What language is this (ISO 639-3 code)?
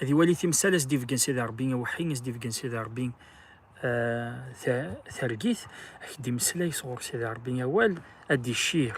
kab